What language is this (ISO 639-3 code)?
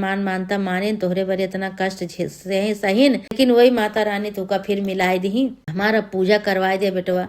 awa